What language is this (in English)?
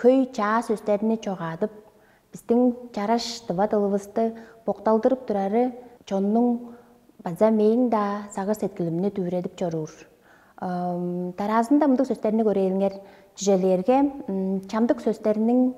Tuvinian